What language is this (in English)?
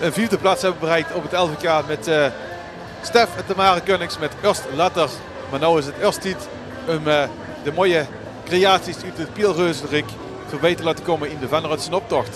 Limburgish